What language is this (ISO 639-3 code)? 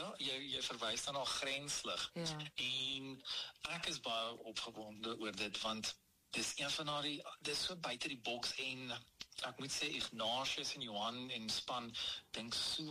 afr